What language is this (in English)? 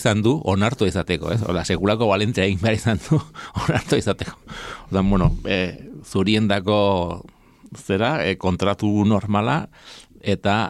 Basque